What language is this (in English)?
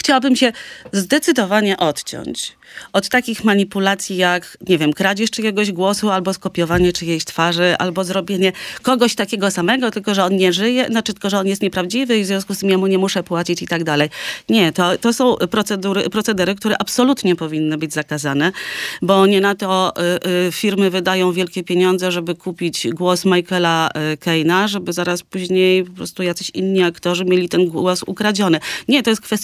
Polish